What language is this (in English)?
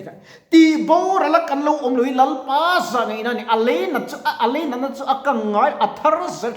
Mizo